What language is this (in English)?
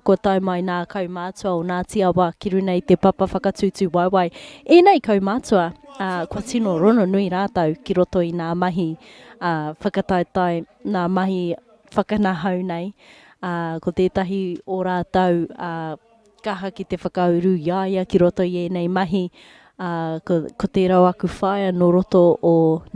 Māori